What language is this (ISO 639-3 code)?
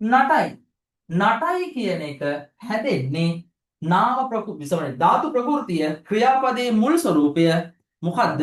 sin